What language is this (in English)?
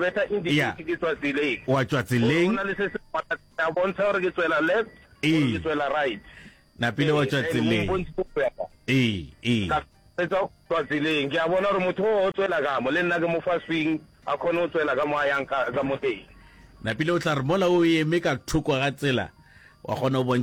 Northern Sotho